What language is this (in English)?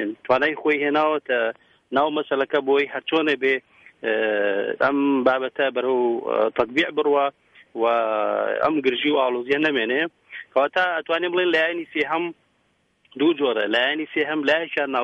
Central Kurdish